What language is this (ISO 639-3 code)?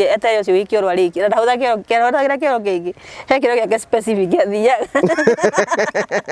kik